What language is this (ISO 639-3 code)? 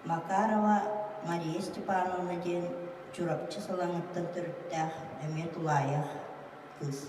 sah